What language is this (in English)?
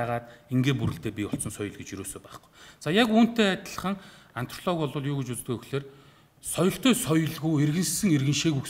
Mongolian